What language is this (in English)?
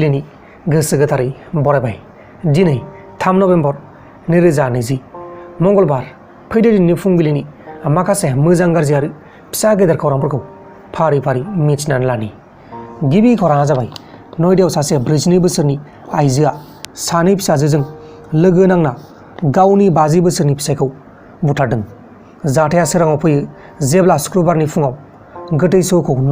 Bodo